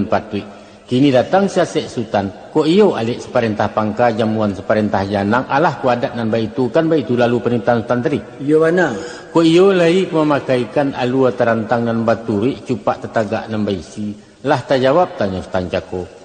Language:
Minangkabau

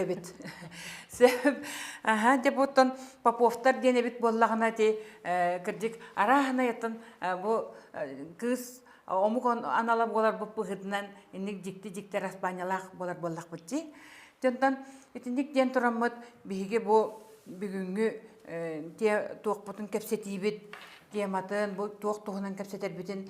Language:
Yakut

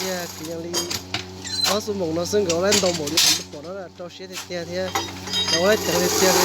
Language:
Hmong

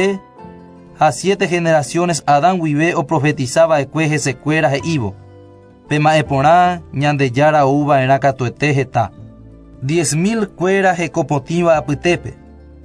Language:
Guarani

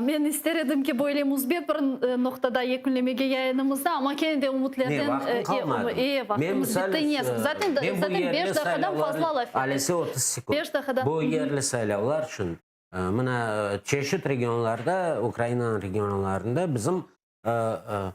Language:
Crimean Tatar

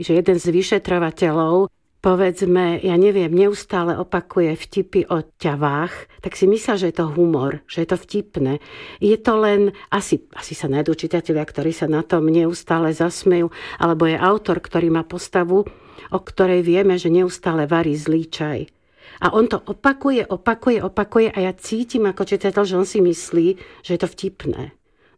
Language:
Slovak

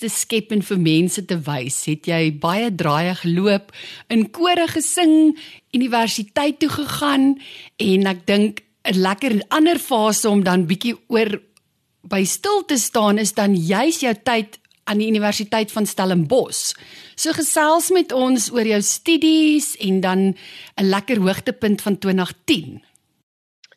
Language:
Afrikaans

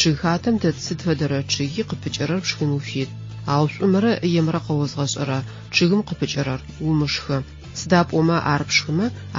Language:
Adyghe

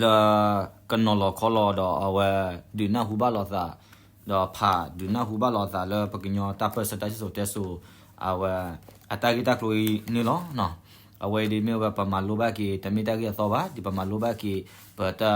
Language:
S'gaw Karen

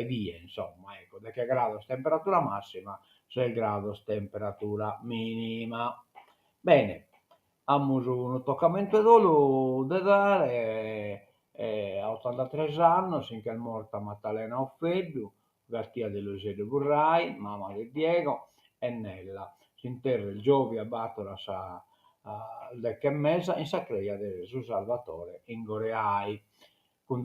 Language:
Sardinian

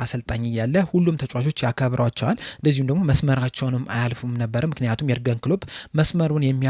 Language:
Amharic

